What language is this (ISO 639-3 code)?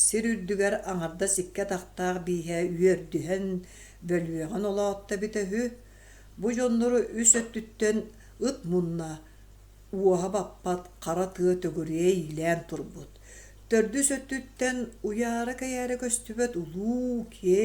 sah